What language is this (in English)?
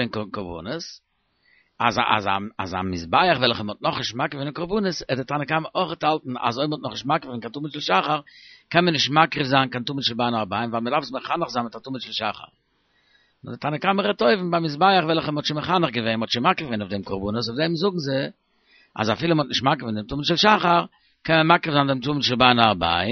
Yiddish